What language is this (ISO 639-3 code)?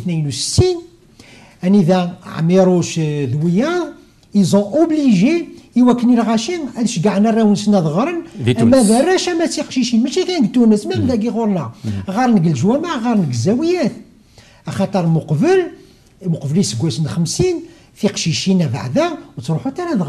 kab